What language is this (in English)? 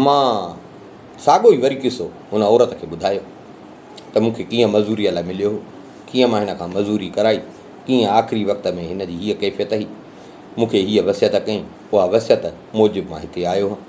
Sindhi